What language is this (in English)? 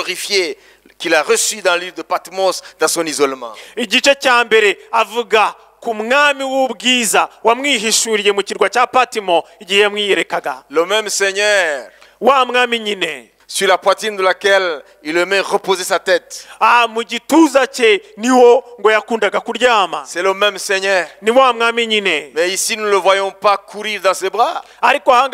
Kinyarwanda